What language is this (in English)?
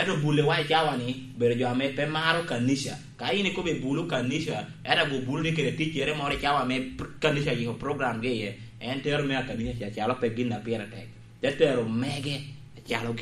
Lango (Uganda)